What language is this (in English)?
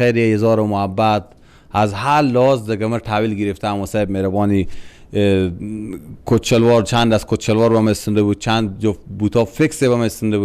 Persian